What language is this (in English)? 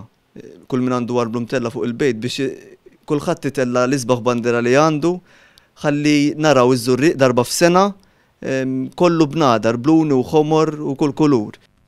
Maltese